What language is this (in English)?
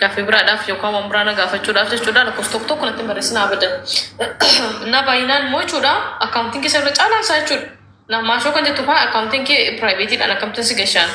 Oromo